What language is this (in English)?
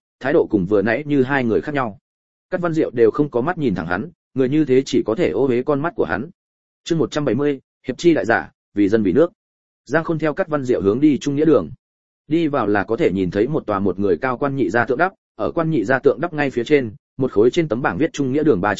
Vietnamese